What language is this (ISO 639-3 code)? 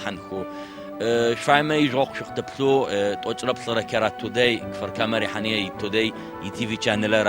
ady